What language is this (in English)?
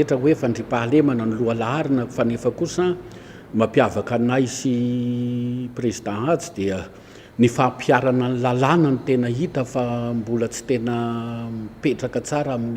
Malagasy